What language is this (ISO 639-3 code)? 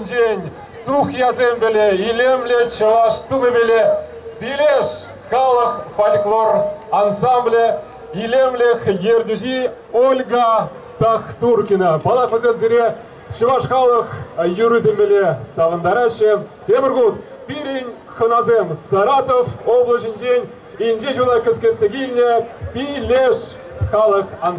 chv